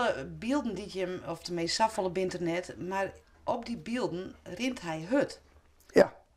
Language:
Western Frisian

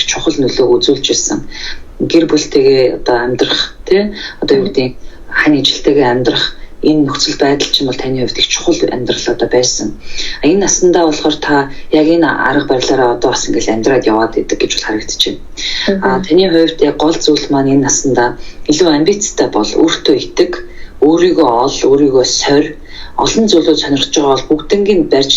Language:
Mongolian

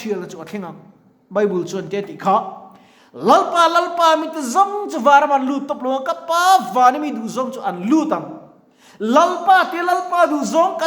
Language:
Mizo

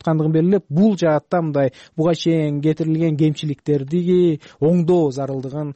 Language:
Kyrgyz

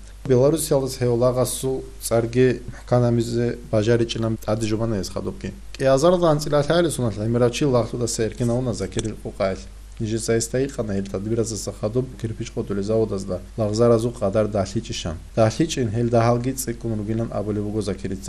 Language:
Avaric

